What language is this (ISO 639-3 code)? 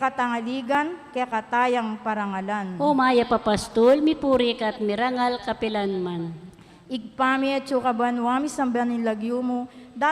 pam